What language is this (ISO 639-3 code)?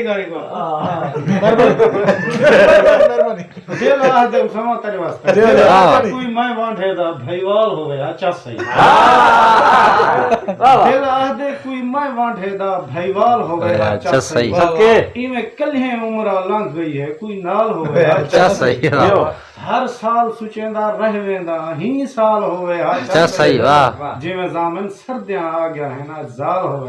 skr